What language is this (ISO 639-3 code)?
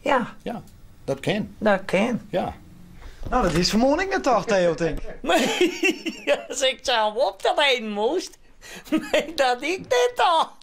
fry